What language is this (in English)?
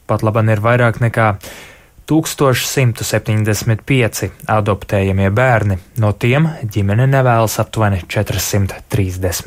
Latvian